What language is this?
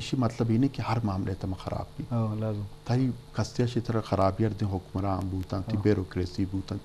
Eastern Balochi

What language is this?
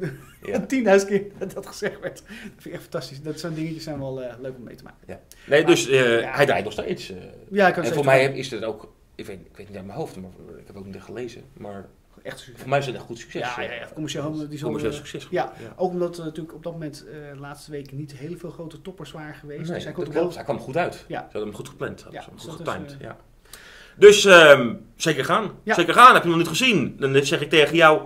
Dutch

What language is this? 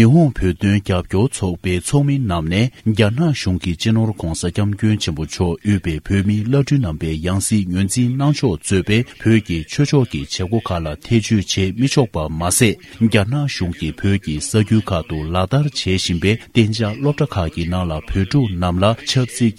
Tibetan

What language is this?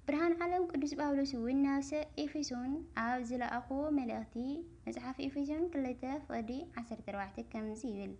Tigrinya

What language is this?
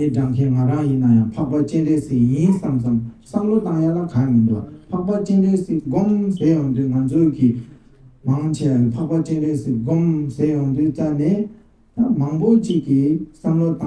Tibetan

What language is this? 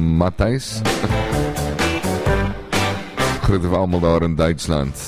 Afrikaans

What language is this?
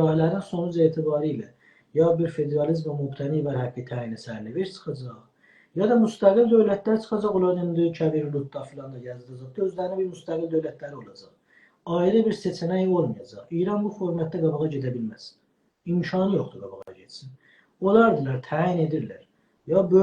South Azerbaijani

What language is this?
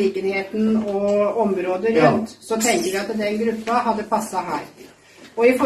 Norwegian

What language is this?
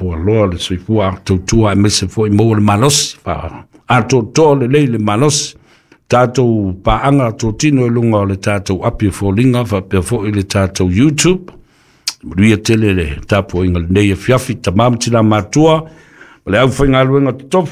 Samoan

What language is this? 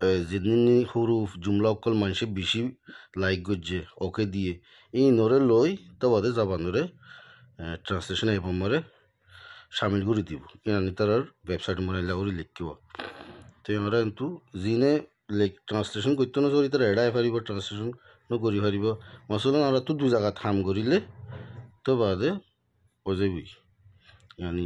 Rohingya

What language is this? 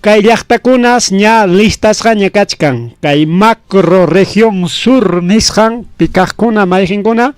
Ayacucho Quechua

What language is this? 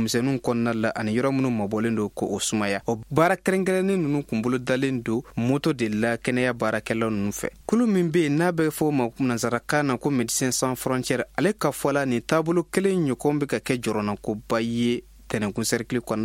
Bambara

